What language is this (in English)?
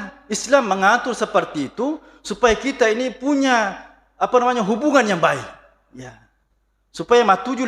Buginese